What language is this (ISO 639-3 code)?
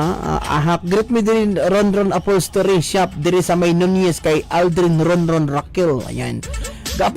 ceb